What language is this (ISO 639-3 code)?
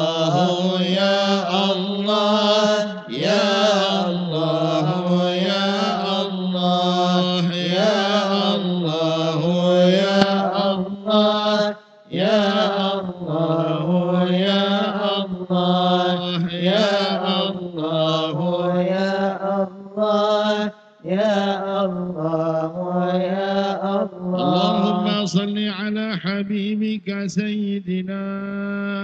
ara